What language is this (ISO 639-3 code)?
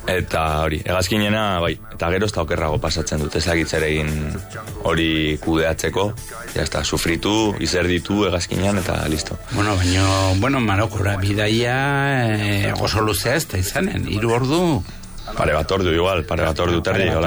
eus